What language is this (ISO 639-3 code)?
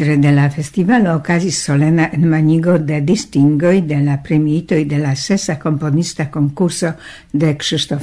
epo